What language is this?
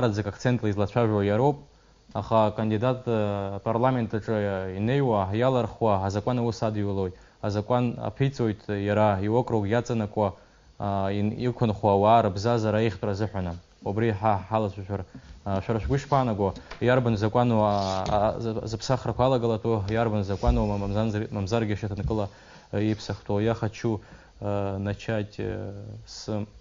Abkhazian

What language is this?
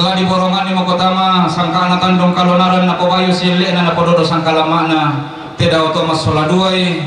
Toraja-Sa'dan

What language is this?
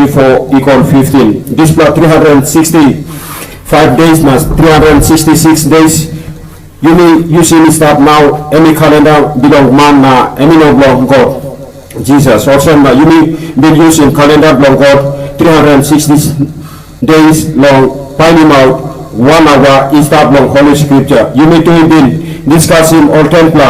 Tok Pisin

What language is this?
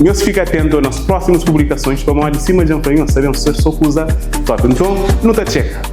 Kabuverdianu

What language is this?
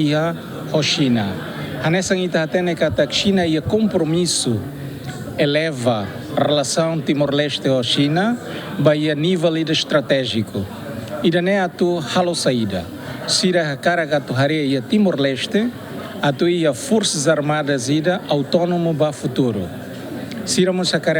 Tetum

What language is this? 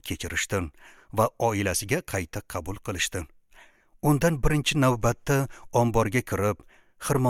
Uzbek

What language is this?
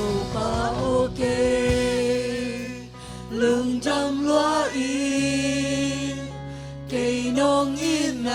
Tedim Chin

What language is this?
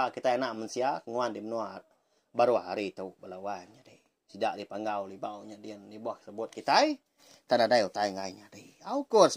Iban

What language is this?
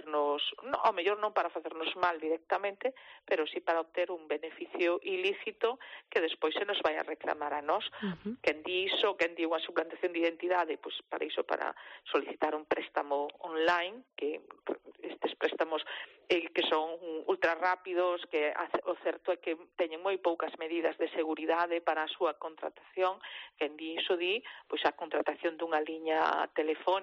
Galician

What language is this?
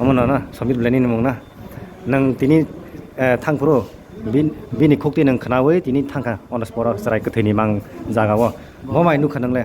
Kok Borok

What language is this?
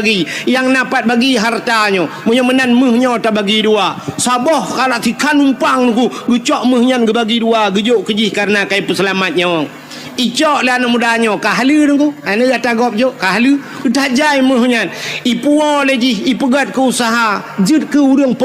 Achinese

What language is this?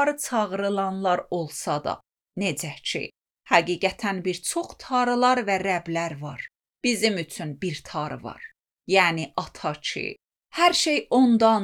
Azerbaijani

